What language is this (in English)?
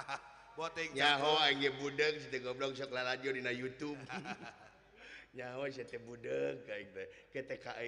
Sundanese